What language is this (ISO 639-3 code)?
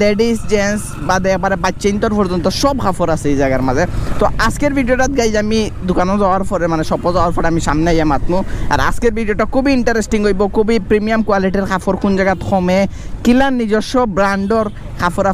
syl